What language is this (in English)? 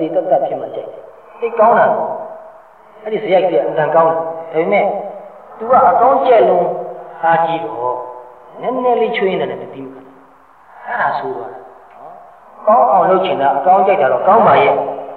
Burmese